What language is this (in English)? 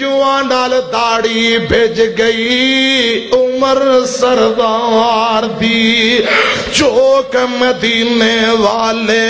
Western Panjabi